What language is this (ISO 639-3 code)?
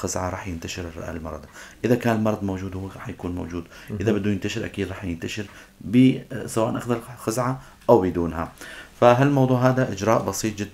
apc